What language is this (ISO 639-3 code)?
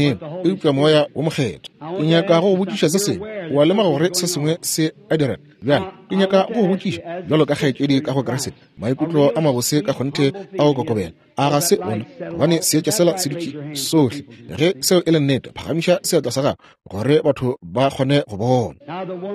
nso